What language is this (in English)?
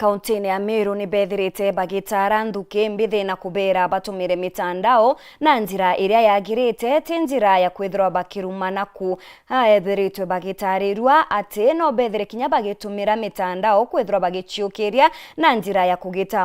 Meru